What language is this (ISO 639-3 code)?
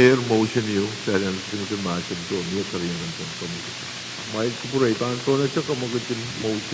pon